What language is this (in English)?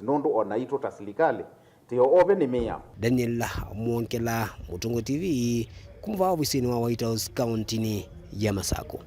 Kamba